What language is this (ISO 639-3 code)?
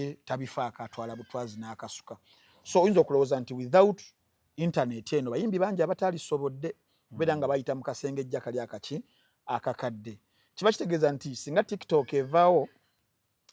lug